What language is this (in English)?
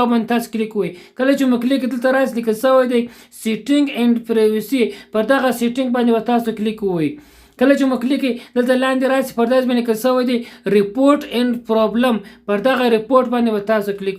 Pashto